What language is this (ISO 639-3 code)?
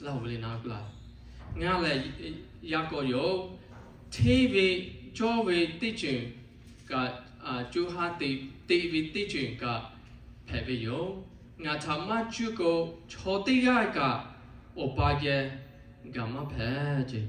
lhu